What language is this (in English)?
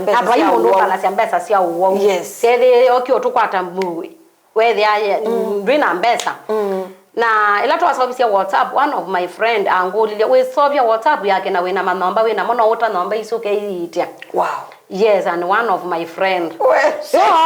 Kamba